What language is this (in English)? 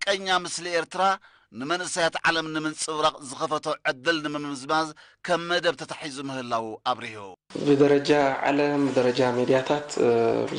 Tigrinya